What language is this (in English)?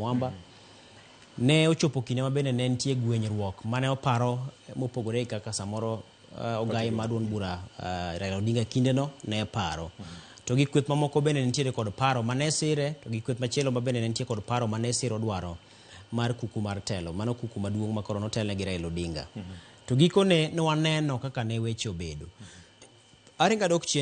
Luo (Kenya and Tanzania)